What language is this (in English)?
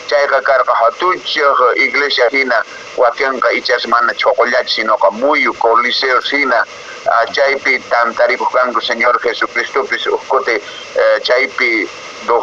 Quechua